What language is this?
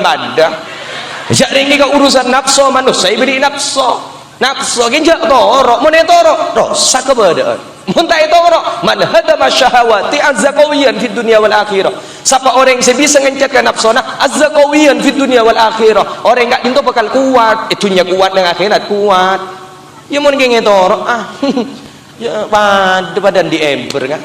Madurese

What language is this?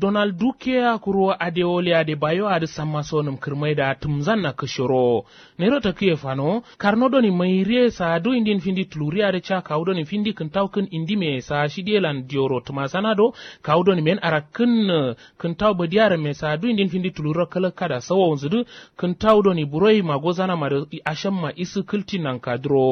Kanuri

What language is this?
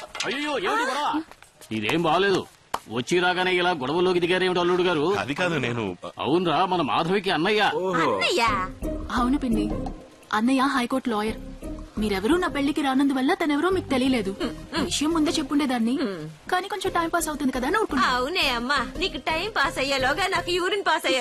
Telugu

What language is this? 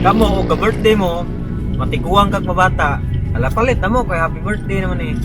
Cebuano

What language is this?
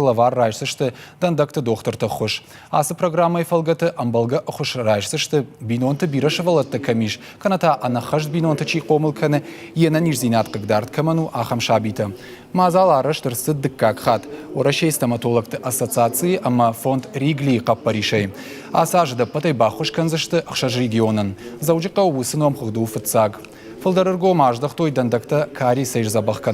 Ossetic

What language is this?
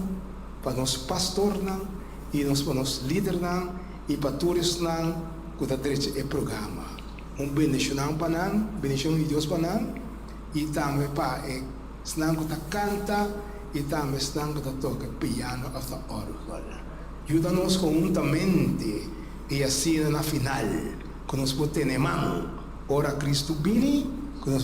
Papiamento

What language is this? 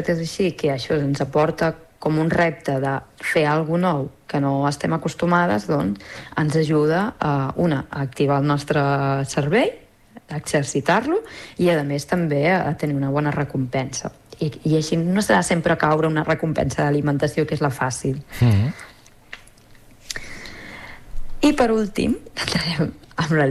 Catalan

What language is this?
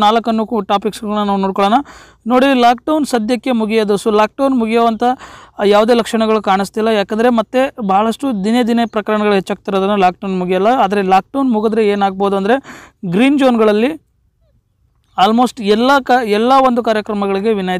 Kannada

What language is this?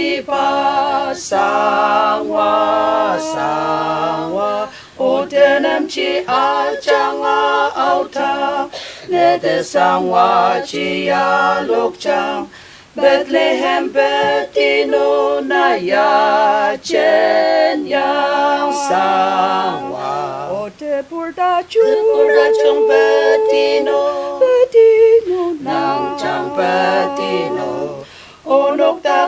Ao Naga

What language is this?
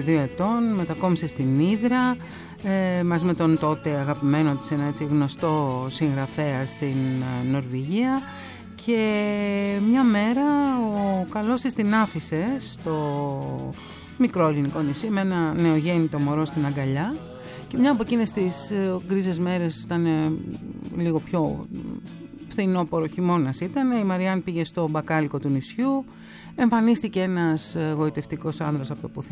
Greek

